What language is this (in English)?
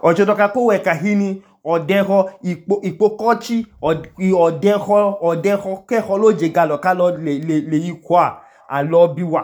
Idoma